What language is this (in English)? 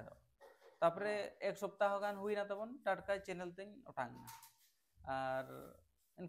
Santali